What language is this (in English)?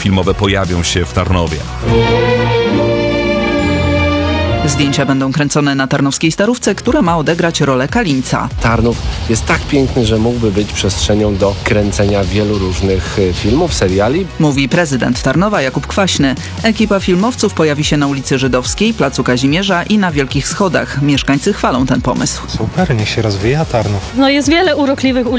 Polish